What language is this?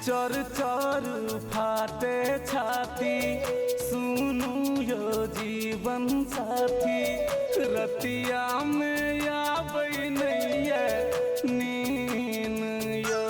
Maithili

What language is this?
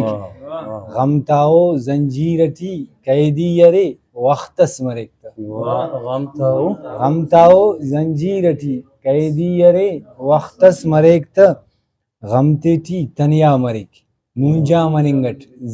Brahui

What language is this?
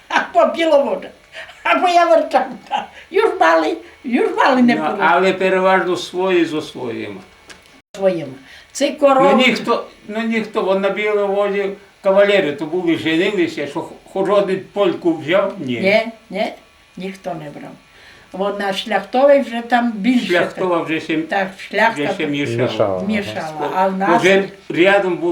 Rusyn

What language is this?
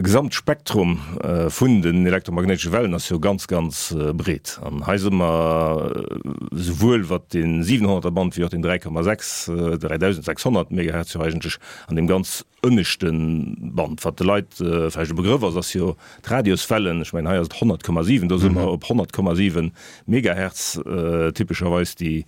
Luxembourgish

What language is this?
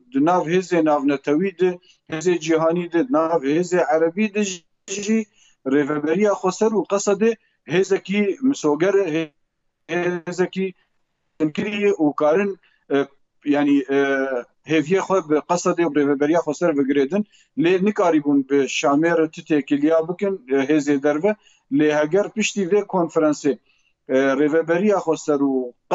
Kurdish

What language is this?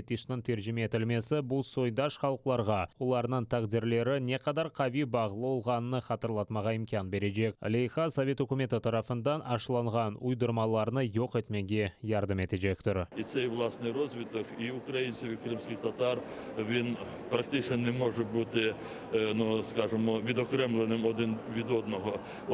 Crimean Tatar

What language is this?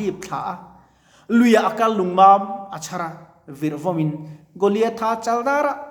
Mizo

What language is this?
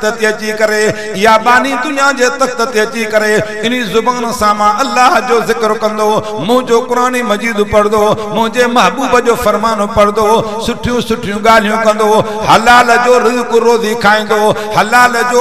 Sindhi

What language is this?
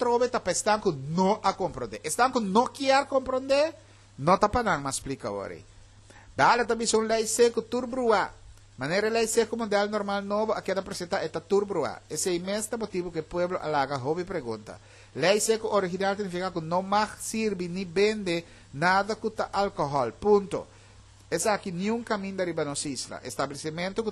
Papiamento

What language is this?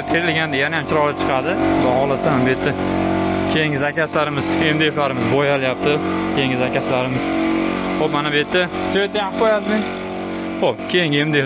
Uzbek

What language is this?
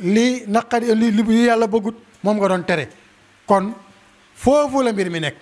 Wolof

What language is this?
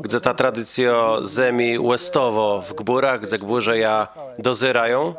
Kashubian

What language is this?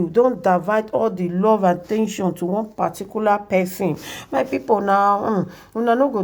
Nigerian Pidgin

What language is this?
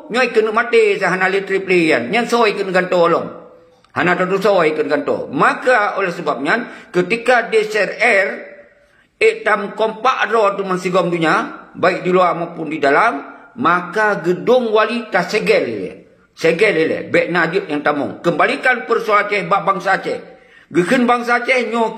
Achinese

